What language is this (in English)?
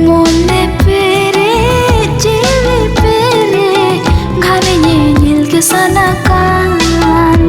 Santali